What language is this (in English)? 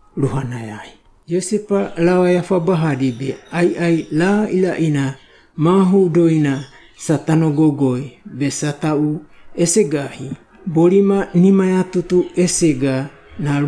Wagawaga